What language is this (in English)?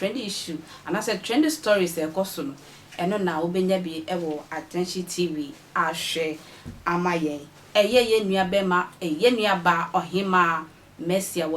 Akan